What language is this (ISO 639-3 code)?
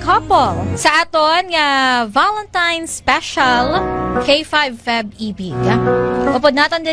hil